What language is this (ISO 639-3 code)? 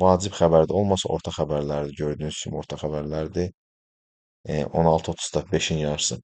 aze